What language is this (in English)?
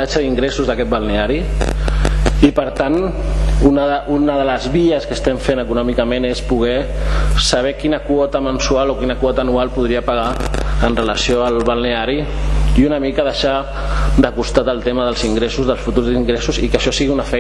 Catalan